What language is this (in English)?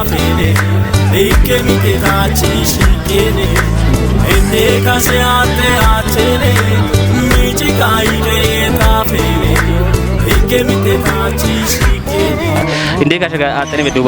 Kafa